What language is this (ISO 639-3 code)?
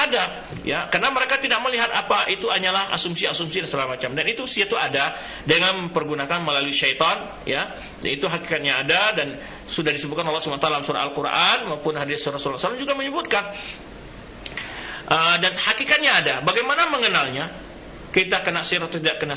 ind